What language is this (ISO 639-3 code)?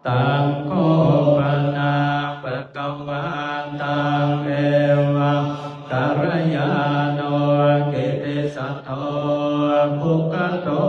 pli